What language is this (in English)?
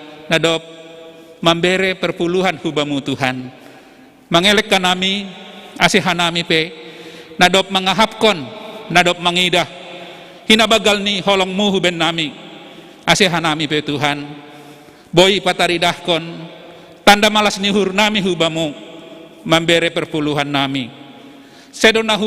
Batak Simalungun